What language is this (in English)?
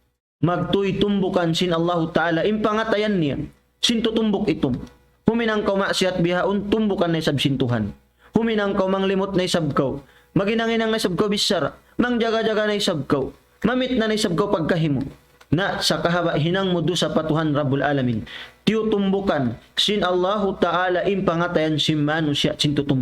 Tausug